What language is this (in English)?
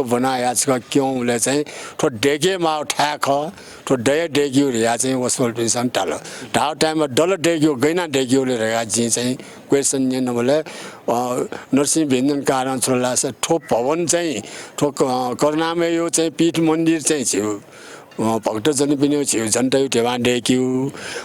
Newari